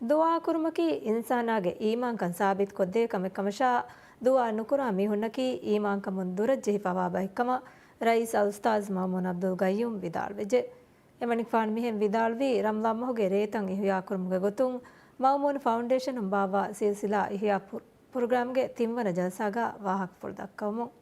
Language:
Divehi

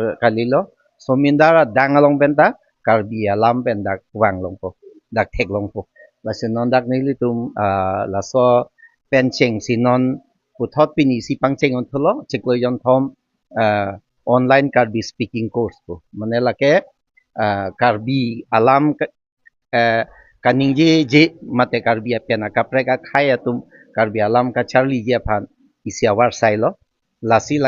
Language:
Karbi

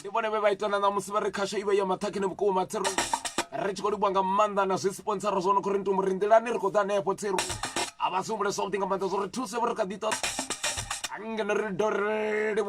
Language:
Venda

